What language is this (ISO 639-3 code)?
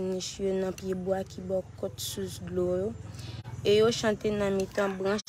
hat